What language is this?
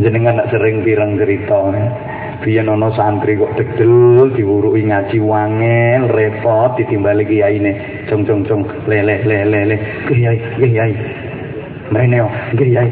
Javanese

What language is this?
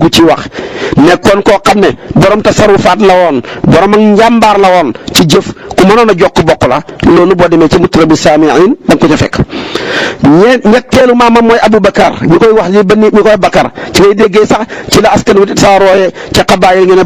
Wolof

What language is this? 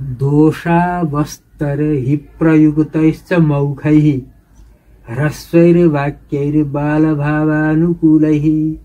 Sanskrit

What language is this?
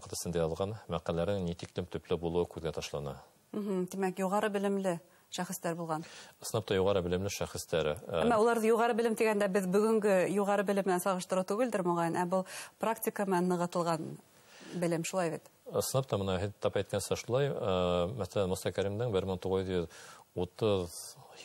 Bashkir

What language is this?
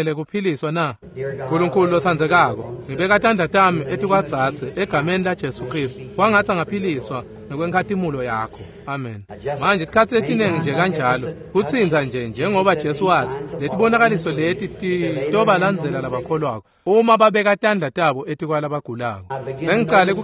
Swati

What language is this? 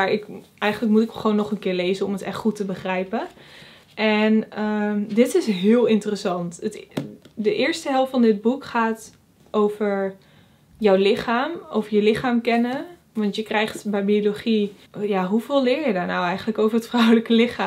Dutch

